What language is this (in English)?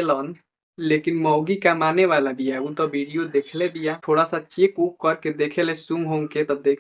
Bhojpuri